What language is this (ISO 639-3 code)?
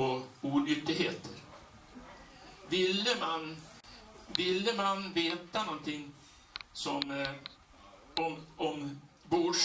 swe